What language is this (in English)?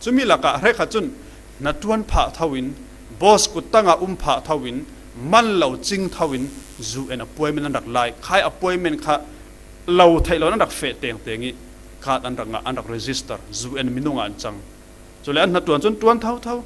Falam Chin